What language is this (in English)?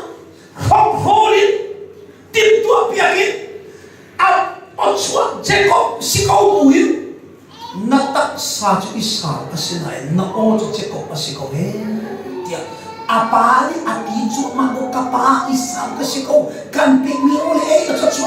Hakha Chin